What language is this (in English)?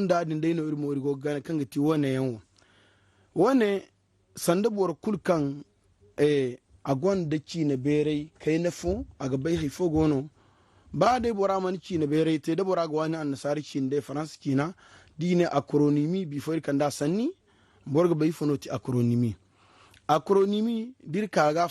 Zarma